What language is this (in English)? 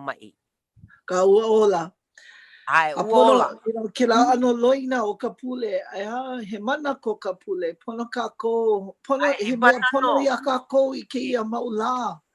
Hawaiian